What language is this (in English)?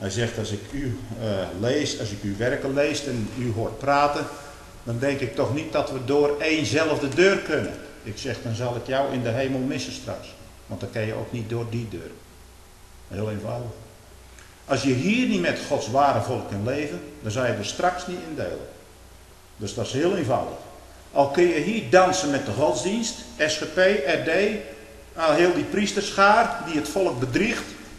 Dutch